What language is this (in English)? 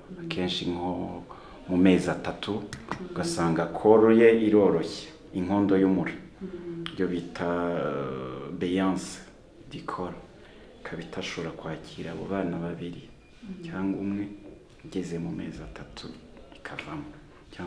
Kinyarwanda